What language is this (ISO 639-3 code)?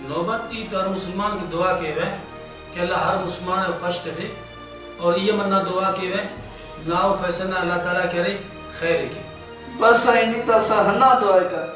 brh